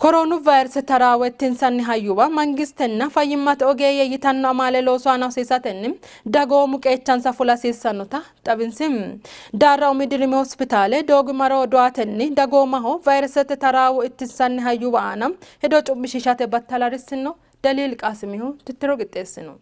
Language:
Sidamo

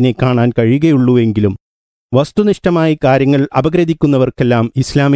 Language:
Malayalam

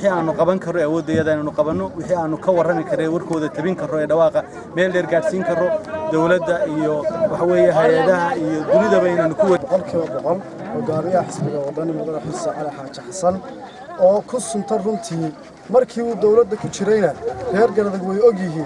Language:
Somali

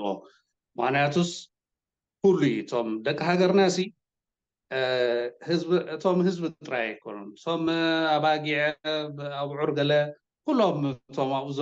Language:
Tigrinya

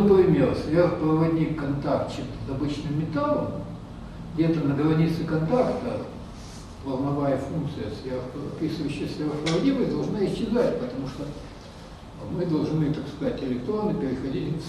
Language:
Russian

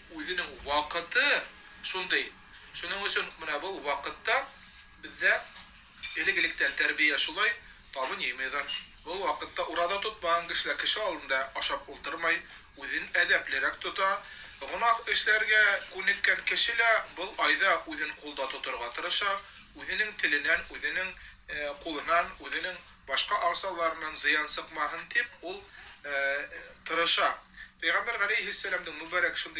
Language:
Bashkir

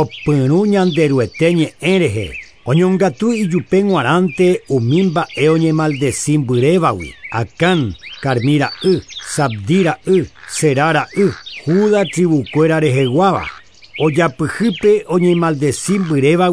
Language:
Guarani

